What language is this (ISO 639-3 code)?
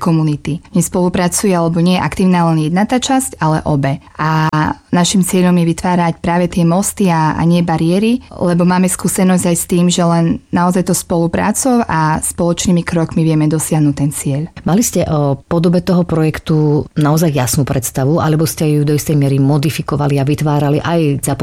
slk